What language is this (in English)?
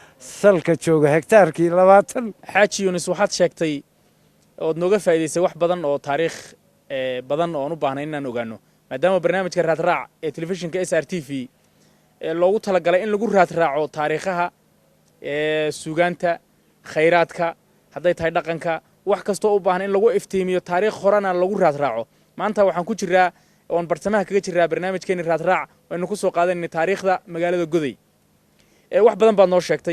Somali